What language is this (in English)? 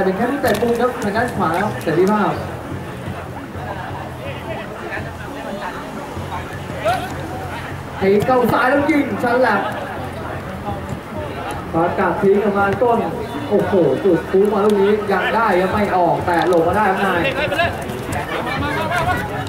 Thai